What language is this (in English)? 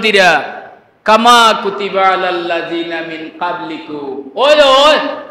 Sylheti